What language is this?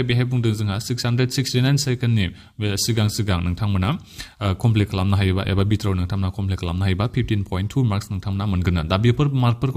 Bodo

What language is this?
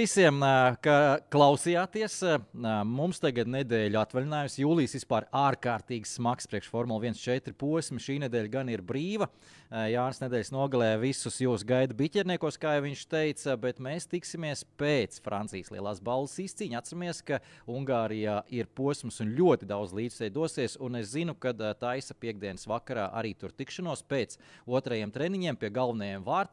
Latvian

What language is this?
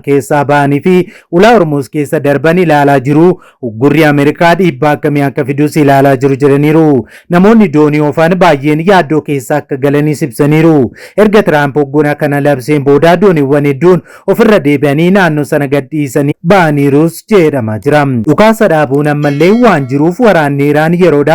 Oromo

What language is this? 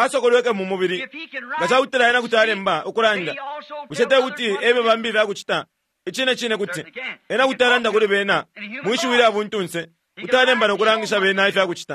Bemba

